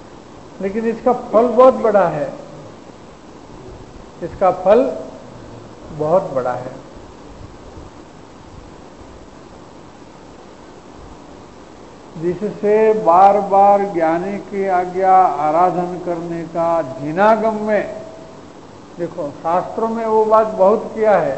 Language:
Hindi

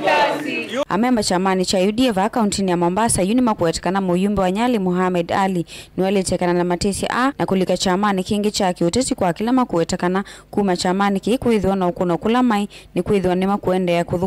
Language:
Kamba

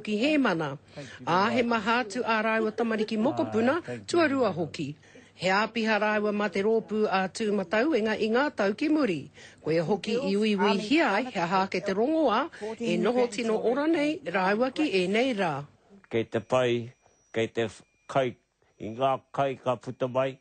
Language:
Māori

